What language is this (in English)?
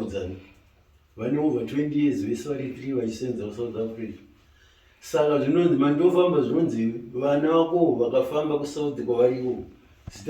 Shona